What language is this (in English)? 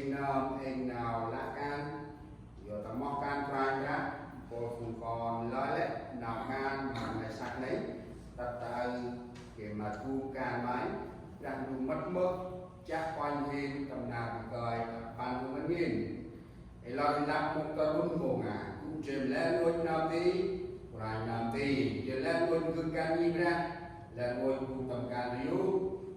Central Mnong